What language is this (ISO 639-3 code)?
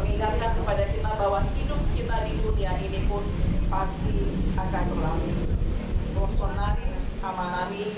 bbc